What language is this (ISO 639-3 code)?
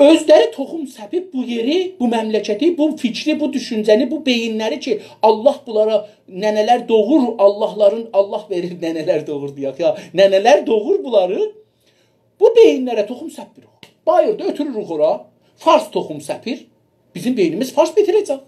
azb